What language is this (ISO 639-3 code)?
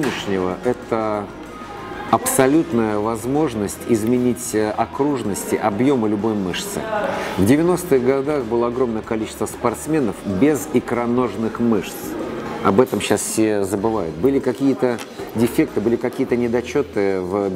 rus